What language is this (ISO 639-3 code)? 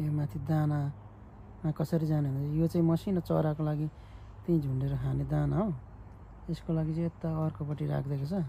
nep